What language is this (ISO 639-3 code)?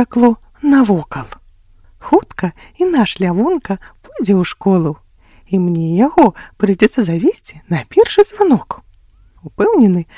bel